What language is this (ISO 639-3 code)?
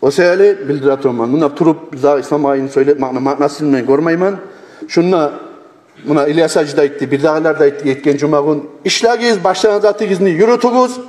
kum